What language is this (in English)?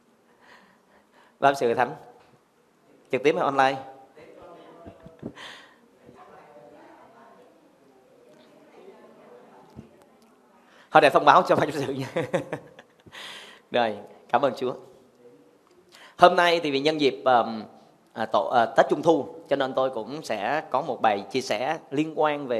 Vietnamese